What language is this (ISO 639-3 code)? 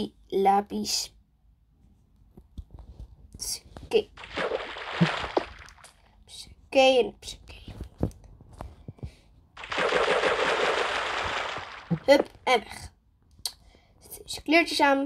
nld